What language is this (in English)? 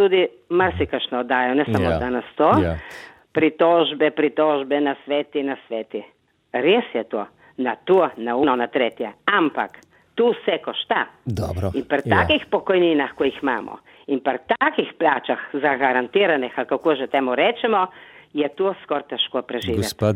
Slovenian